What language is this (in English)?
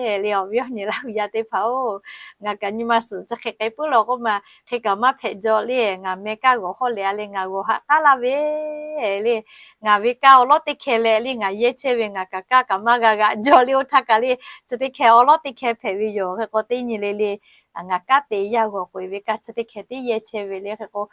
Lahu